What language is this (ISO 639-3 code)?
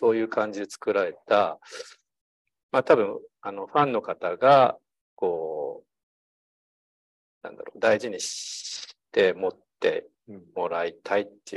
jpn